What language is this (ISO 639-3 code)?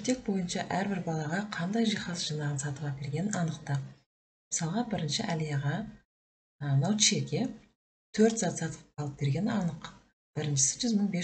kaz